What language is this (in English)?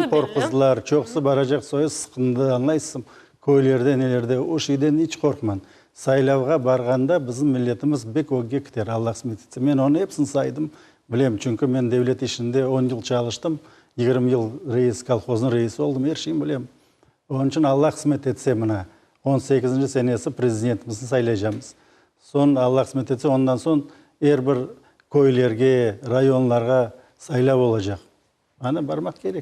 Crimean Tatar